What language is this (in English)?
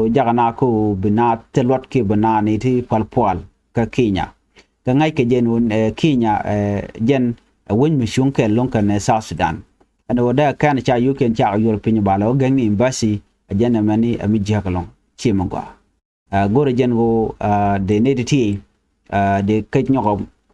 Nuer